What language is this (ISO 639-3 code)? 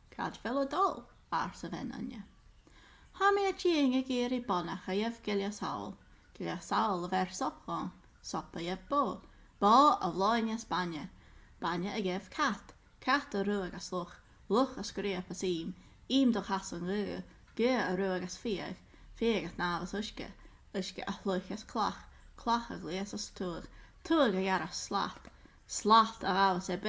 gla